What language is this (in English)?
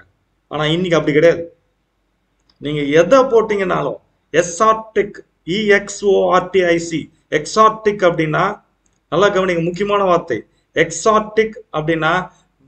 Tamil